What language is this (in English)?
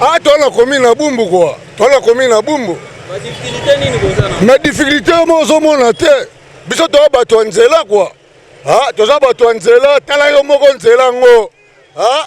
Lingala